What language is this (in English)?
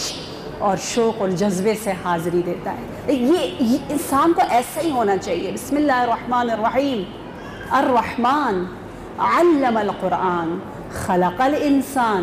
Urdu